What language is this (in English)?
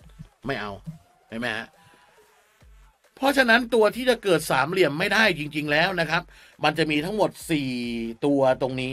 Thai